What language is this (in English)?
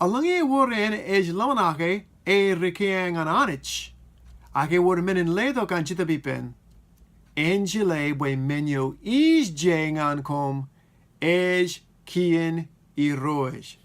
Marshallese